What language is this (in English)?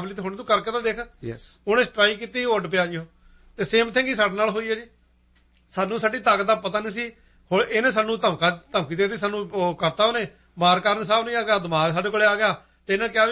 Punjabi